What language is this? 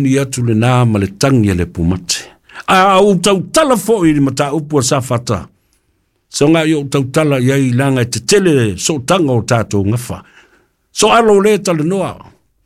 Samoan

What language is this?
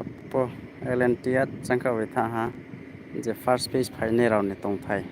Riang (India)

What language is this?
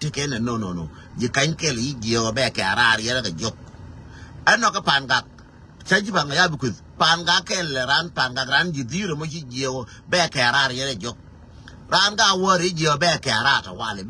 Nuer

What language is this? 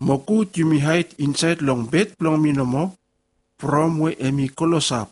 Bislama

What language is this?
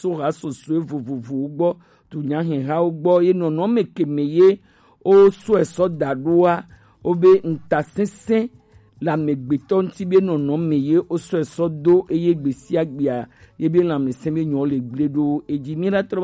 Gen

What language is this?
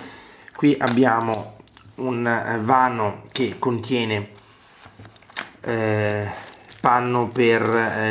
Italian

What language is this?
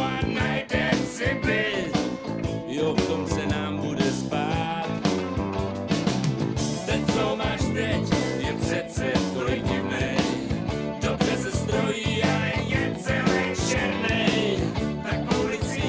Czech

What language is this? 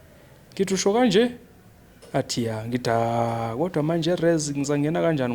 Zulu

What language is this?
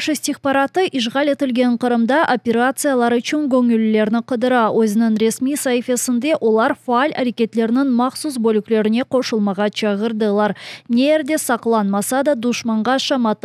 Crimean Tatar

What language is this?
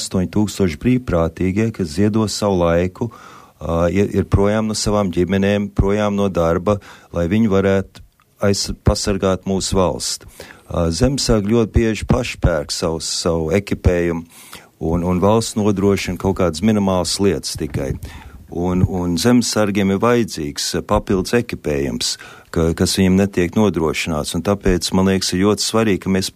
Latvian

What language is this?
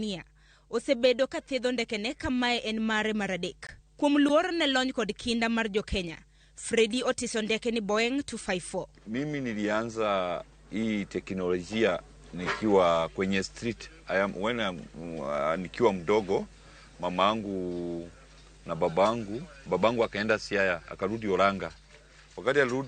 Luo (Kenya and Tanzania)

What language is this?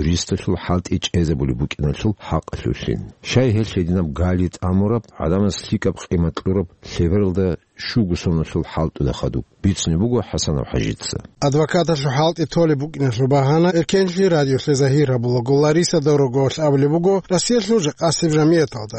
Avaric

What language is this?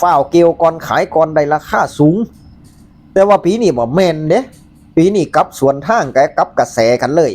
Northeastern Thai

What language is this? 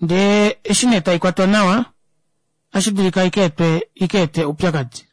Kuanyama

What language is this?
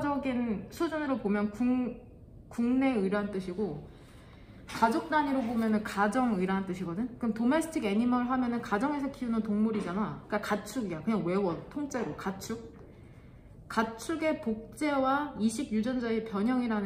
Korean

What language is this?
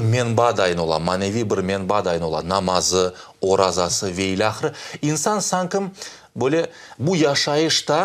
Crimean Tatar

